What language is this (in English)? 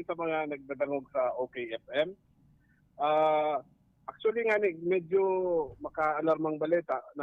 Bikol